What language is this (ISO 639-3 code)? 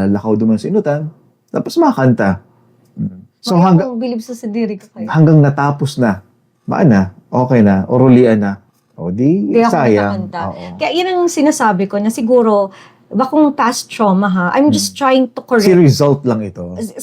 bik